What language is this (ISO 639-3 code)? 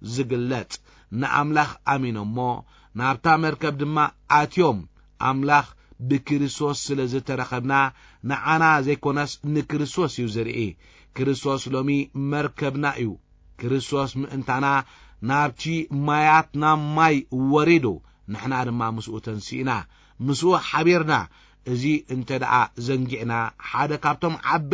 tir